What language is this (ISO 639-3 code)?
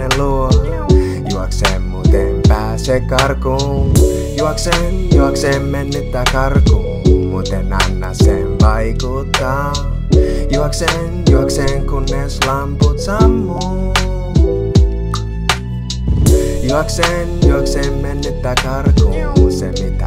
fin